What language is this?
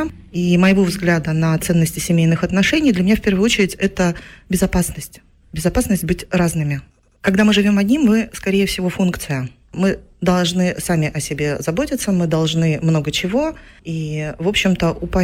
Russian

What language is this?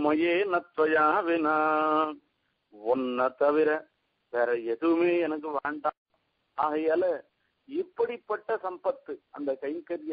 Tamil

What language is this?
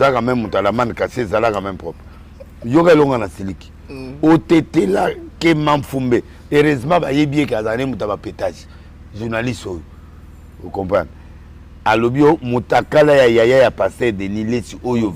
Lingala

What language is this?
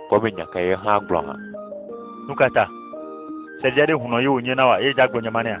Ewe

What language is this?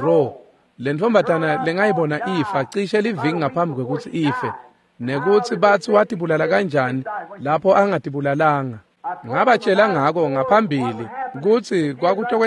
Swati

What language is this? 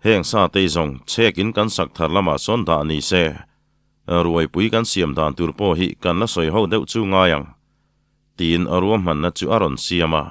Mizo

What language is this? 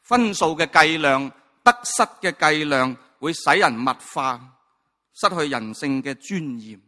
Cantonese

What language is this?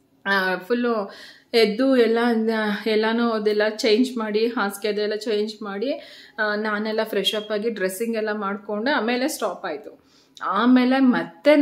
Kannada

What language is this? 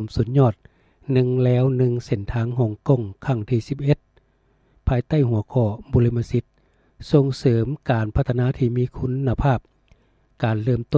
Lao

